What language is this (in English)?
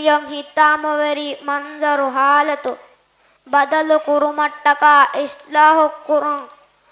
Divehi